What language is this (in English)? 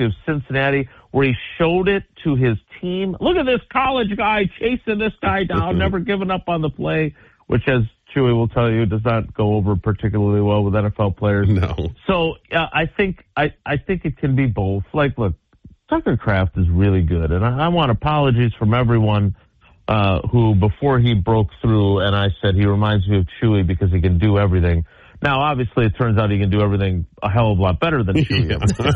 English